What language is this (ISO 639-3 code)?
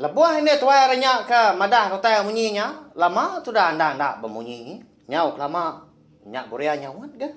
iba